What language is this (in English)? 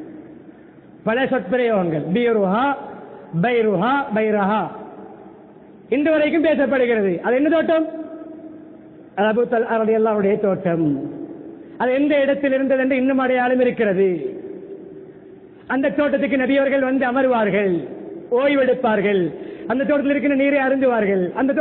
Tamil